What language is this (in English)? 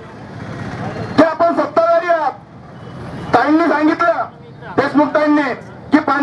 Marathi